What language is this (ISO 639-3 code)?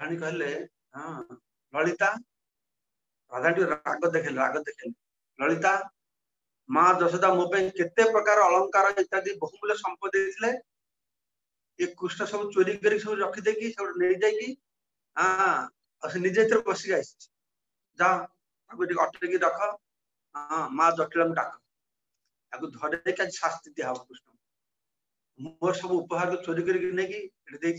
ori